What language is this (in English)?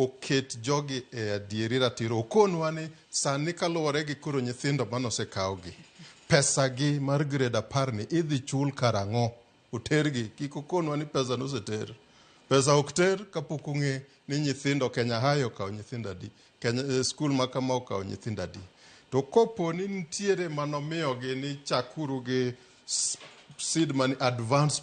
Luo (Kenya and Tanzania)